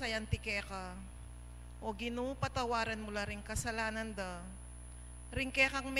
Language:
Pampanga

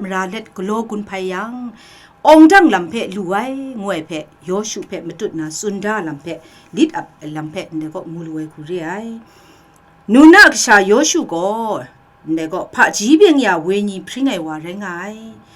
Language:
Kachin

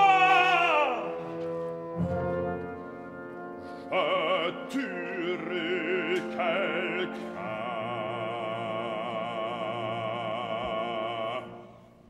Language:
French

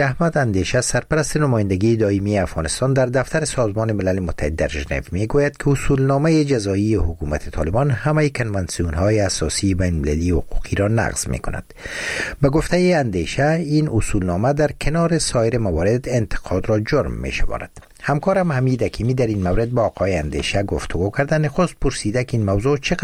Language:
Persian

